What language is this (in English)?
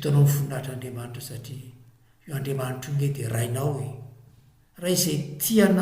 Malagasy